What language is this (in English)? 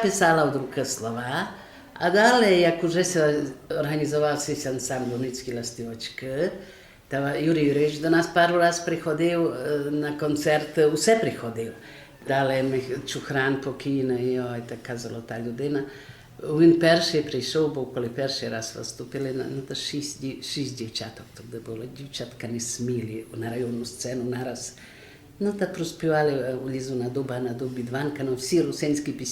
Rusyn